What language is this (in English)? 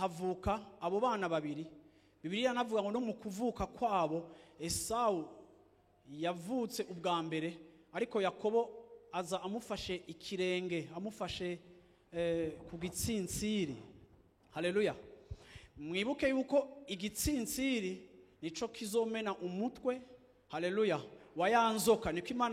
Rundi